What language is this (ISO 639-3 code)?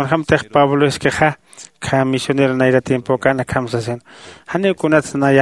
aym